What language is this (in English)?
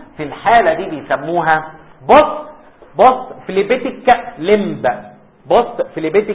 Egyptian Arabic